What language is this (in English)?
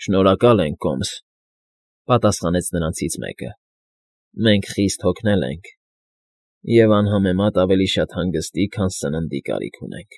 Armenian